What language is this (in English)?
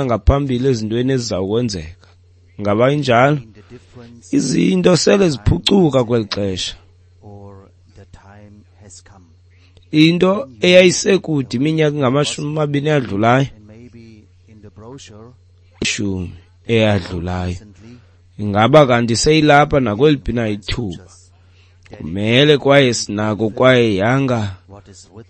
Xhosa